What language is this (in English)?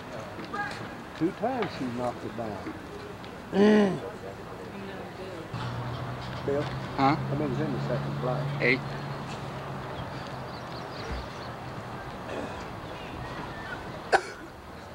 English